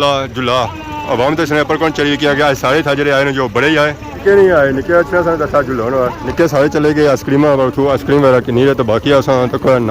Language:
Pahari-Potwari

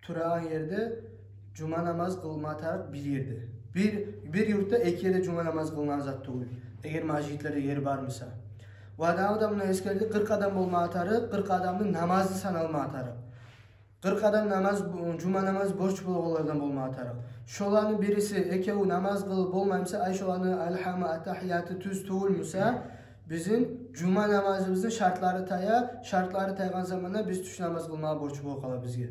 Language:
Kumyk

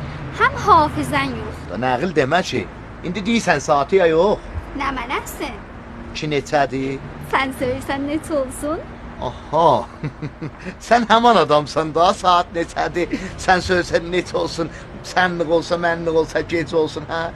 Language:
South Azerbaijani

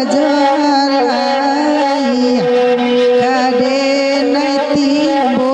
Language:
Minangkabau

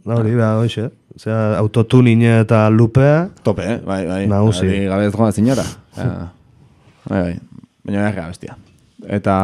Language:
Basque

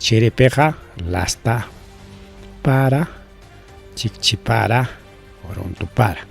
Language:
Ayacucho Quechua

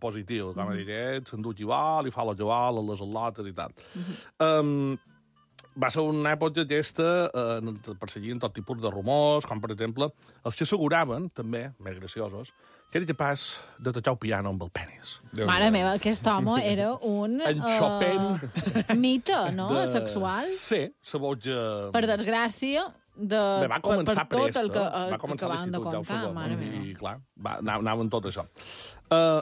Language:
Catalan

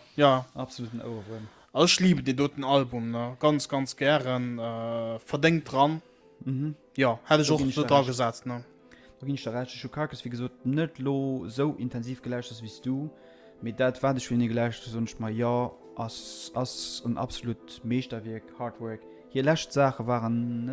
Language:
Luxembourgish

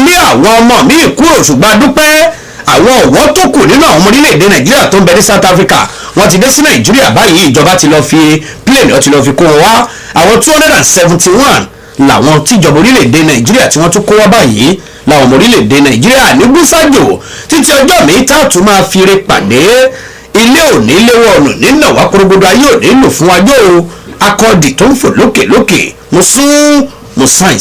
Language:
Yoruba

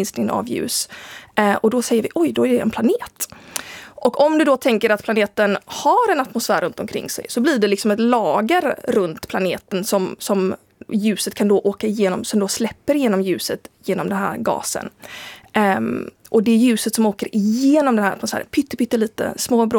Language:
Swedish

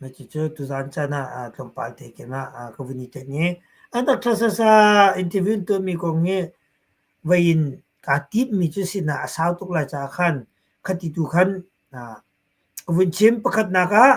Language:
Hakha Chin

